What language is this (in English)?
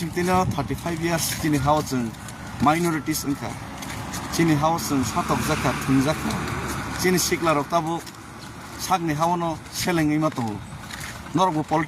Kok Borok